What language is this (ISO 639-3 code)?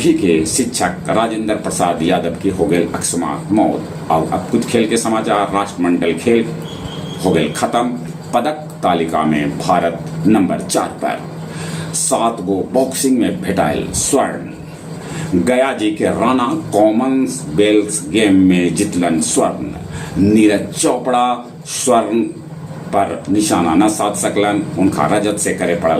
mag